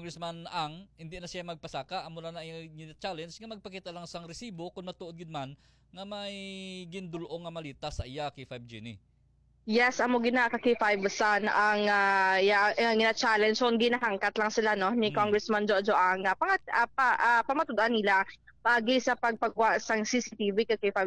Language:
Hiligaynon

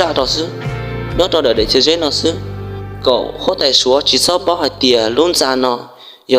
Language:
Hmong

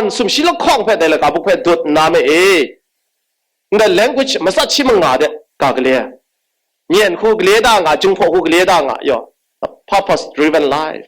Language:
Kachin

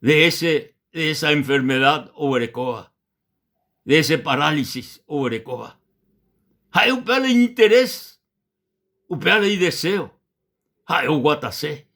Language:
Guarani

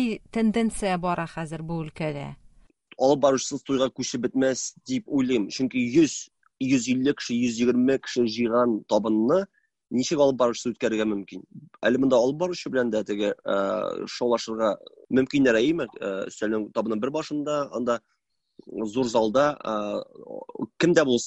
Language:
Tatar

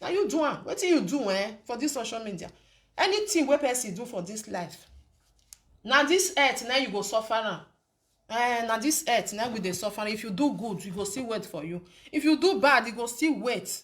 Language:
Nigerian Pidgin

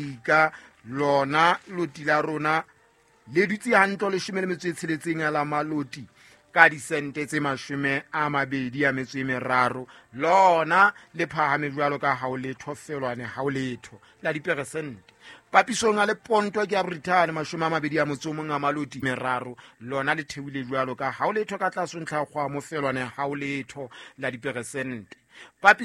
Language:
Southern Sotho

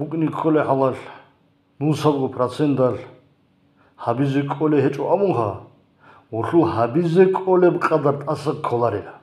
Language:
Avaric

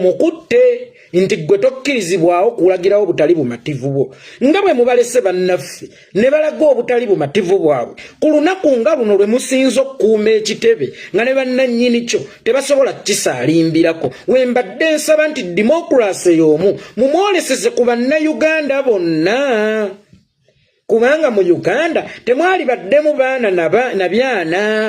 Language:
Ganda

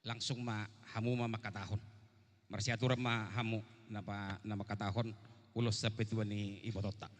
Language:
Batak Toba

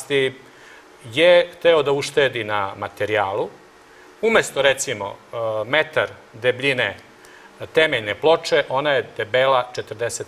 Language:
Serbian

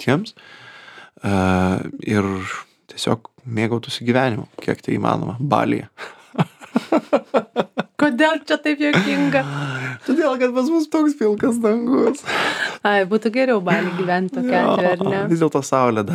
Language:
Lithuanian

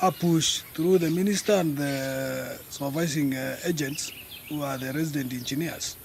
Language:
Kamba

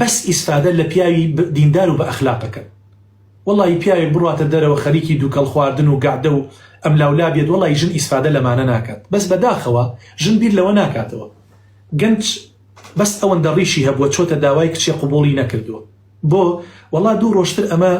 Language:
Central Kurdish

